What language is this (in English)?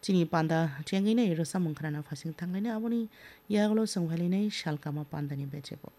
Kok Borok